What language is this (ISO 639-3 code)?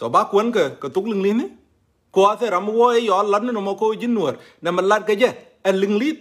nus